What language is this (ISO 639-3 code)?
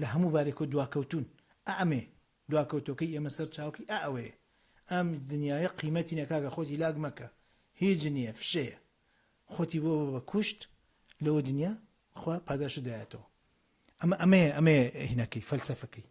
ckb